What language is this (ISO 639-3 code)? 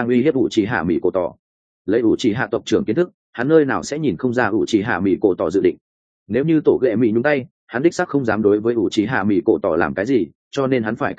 vie